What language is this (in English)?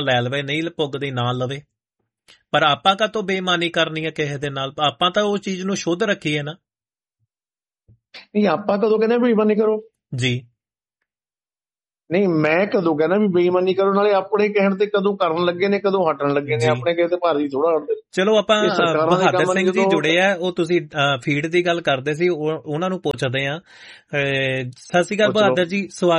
Punjabi